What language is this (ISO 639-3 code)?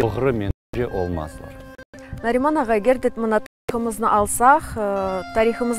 crh